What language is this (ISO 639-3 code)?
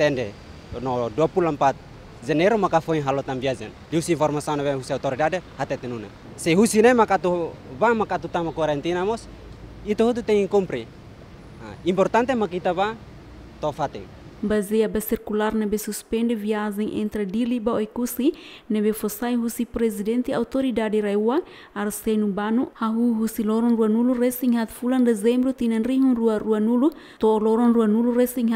tet